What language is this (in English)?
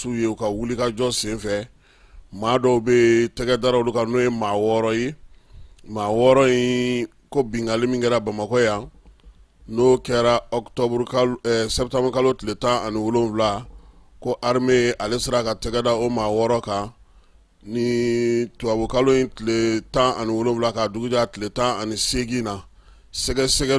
Bambara